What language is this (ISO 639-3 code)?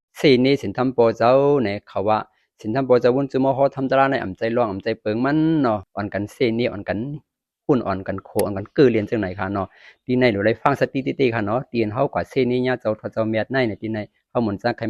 shn